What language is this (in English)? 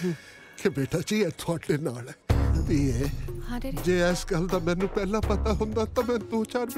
Punjabi